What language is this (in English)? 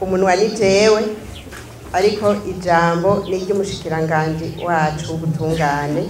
Rundi